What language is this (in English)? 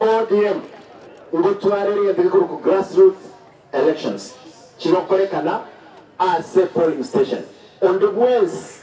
Gusii